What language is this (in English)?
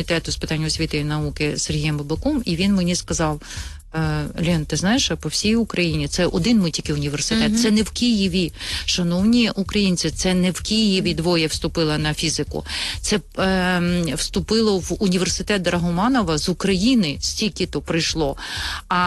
Ukrainian